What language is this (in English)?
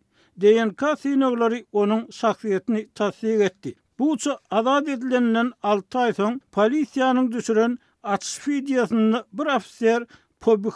Turkmen